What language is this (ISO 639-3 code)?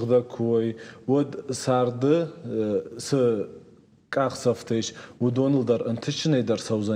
oss